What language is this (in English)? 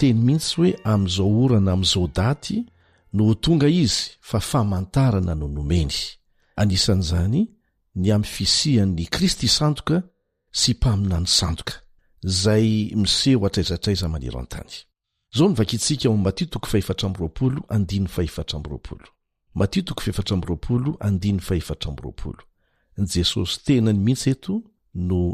Malagasy